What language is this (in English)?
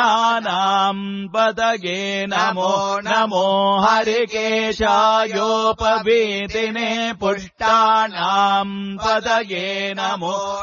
Sanskrit